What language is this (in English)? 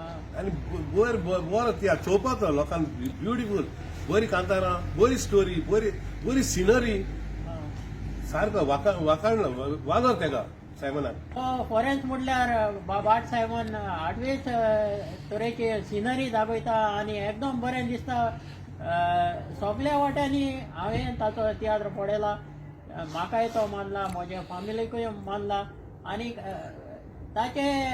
Konkani